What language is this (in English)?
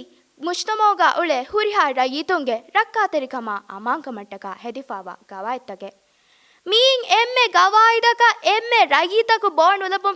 Divehi